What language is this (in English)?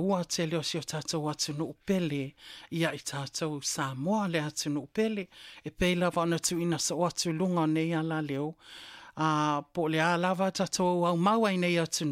Samoan